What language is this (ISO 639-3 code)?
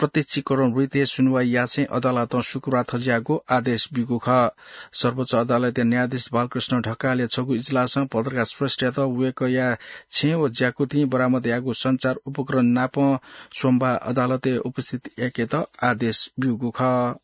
new